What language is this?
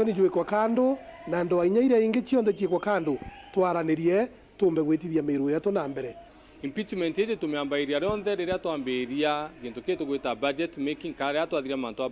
Meru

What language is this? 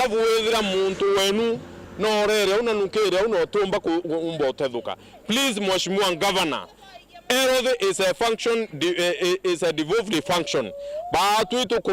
Meru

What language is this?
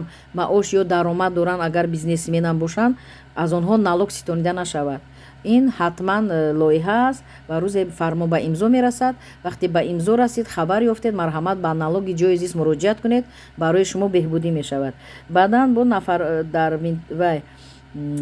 Tajik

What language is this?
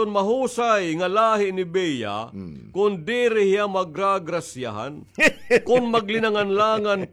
Waray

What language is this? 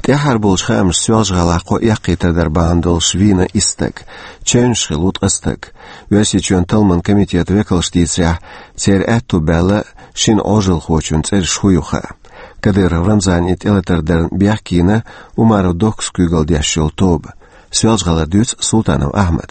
Chechen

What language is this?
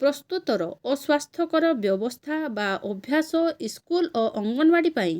Odia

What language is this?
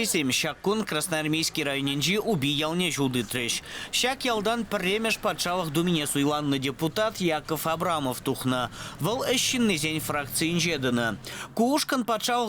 Chuvash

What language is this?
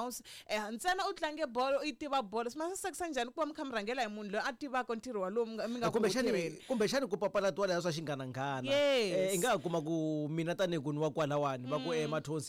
Tsonga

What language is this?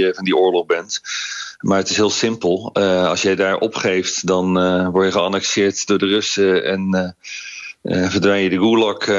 Dutch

